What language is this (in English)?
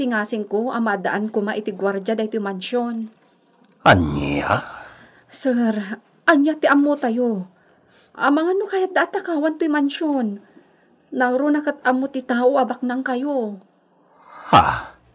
Iloko